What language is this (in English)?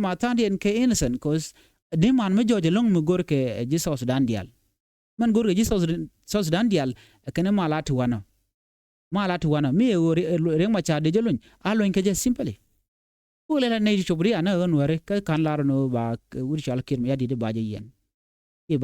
Nuer